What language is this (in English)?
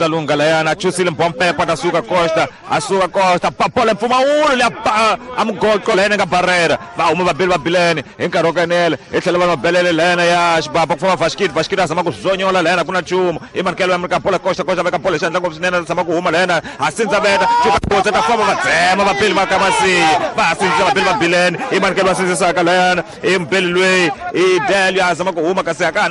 Tsonga